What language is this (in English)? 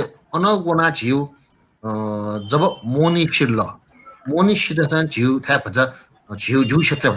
Newari